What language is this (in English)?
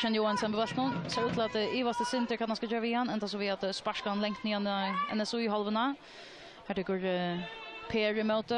Faroese